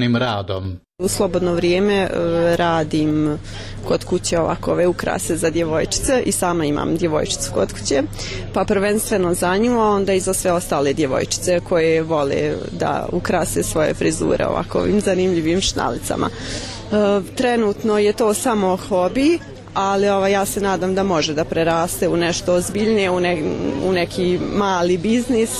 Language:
Bosnian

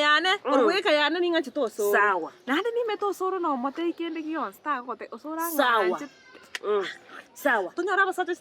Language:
Gusii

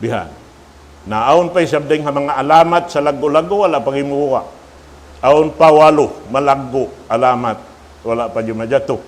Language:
Tausug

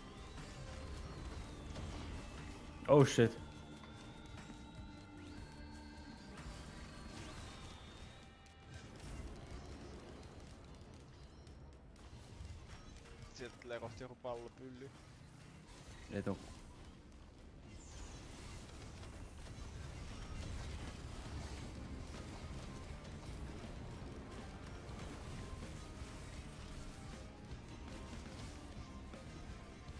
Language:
Finnish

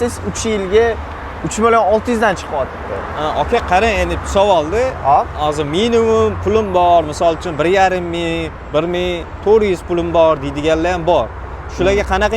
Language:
Uzbek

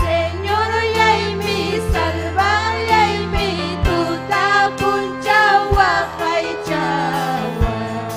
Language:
Ayacucho Quechua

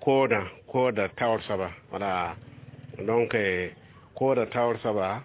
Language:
Mossi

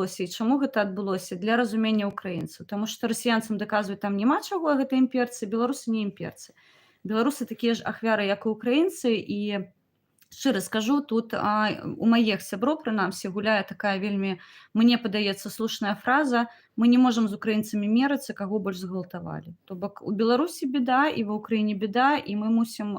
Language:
Belarusian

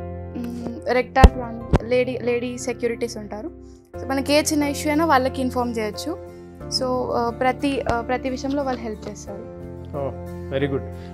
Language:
Telugu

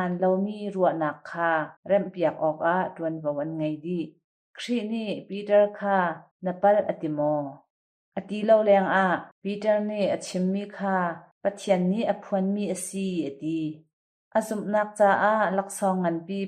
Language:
Hakha Chin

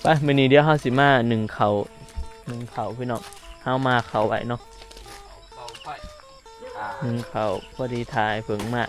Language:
Northeastern Thai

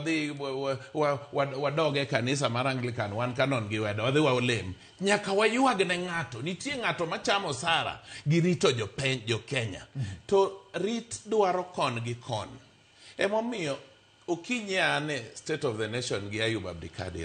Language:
Luo (Kenya and Tanzania)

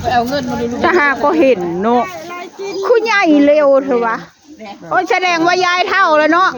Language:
Northeastern Thai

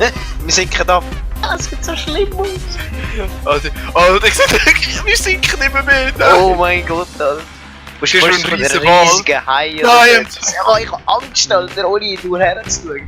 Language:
Swiss German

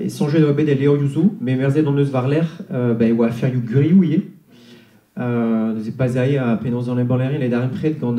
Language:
Breton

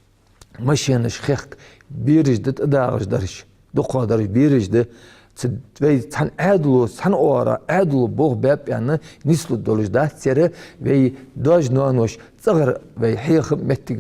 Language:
Ingush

